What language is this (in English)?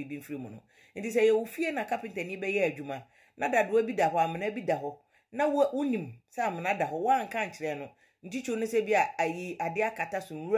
Akan